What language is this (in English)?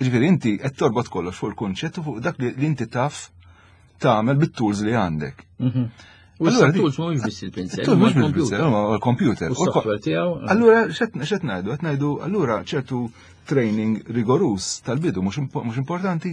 Maltese